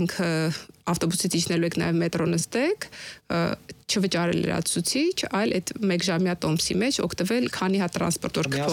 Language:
Armenian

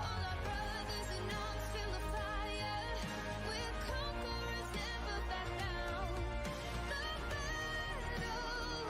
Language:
Kara-Kalpak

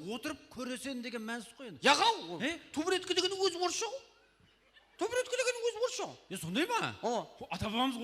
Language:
Kara-Kalpak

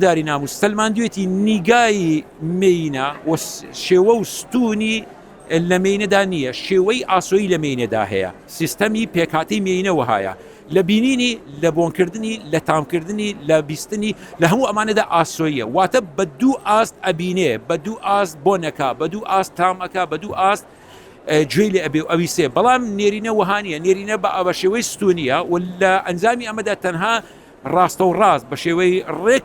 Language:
Central Kurdish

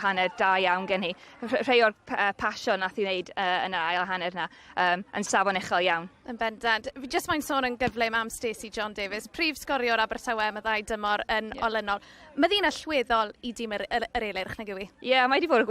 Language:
Welsh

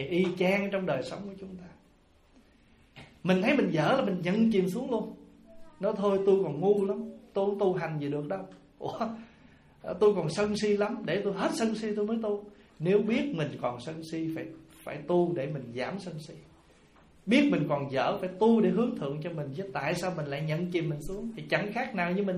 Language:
Vietnamese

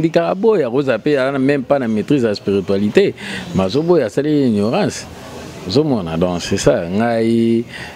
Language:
Lingala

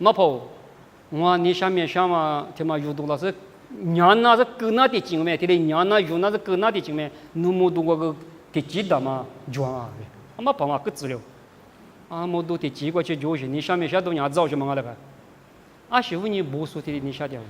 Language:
Lisu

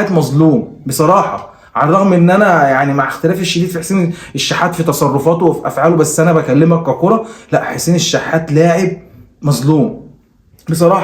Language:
Egyptian Arabic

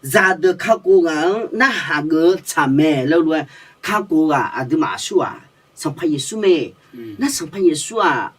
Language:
Akha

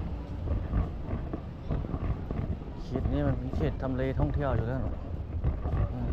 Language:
Lao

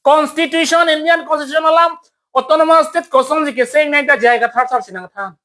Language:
Karbi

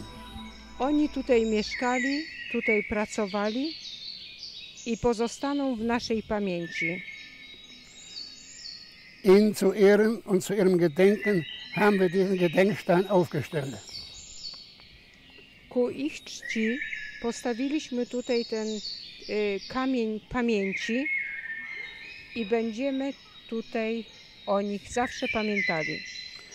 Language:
Polish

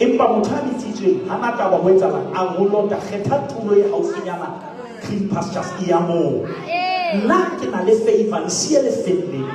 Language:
Southern Sotho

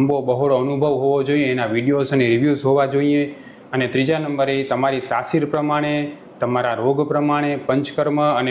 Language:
Gujarati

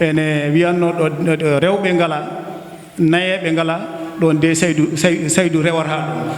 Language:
Fula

